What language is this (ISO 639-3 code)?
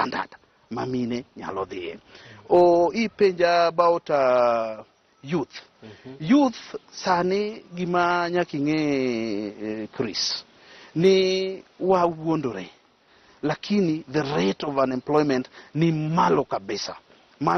luo